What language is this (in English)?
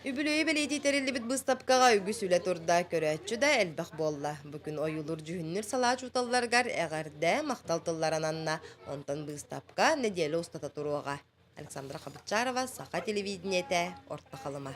Yakut